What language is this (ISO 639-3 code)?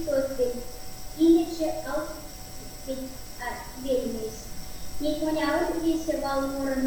myv